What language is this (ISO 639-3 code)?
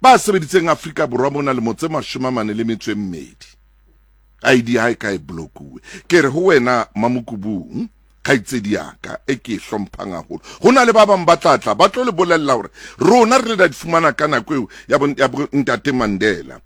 sot